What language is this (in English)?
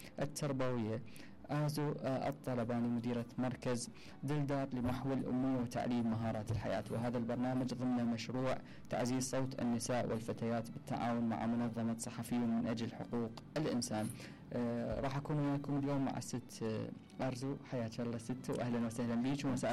Mesopotamian Arabic